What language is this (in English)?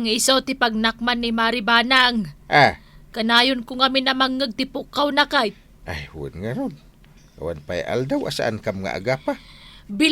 Iloko